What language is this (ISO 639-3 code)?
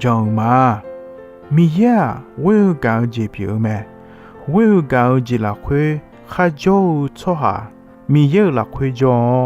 ahk